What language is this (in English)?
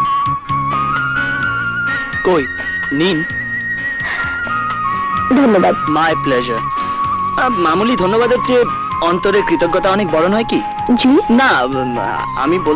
Bangla